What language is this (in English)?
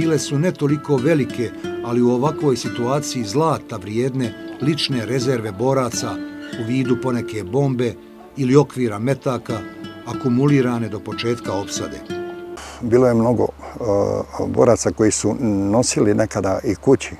Bosnian